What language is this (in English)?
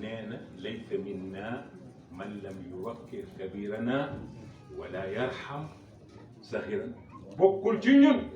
Wolof